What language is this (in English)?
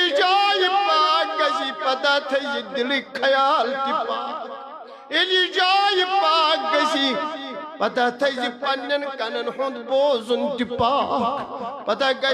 Kashmiri